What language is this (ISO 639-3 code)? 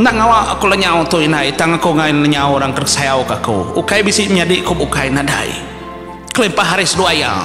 iba